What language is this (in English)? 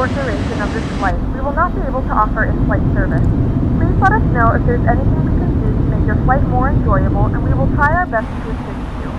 English